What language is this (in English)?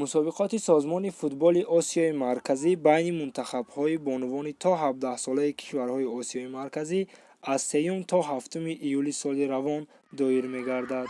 Tajik